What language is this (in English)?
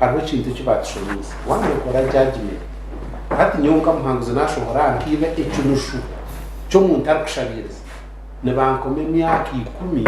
Nyankole